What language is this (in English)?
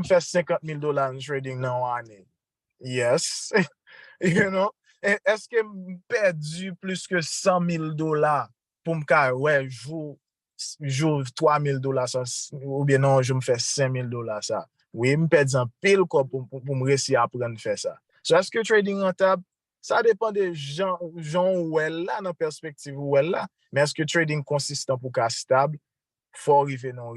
Haitian Creole